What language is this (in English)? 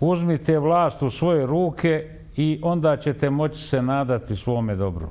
Bosnian